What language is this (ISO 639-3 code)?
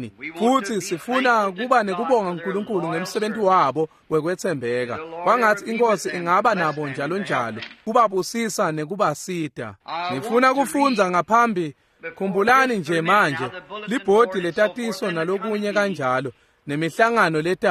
ssw